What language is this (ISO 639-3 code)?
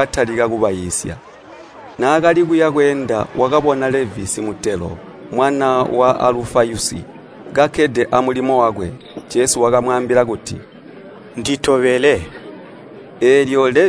toi